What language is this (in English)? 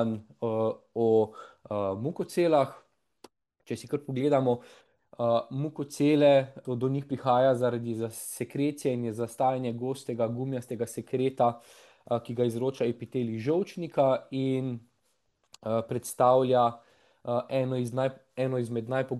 Slovenian